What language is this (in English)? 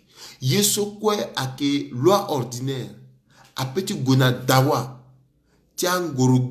Sango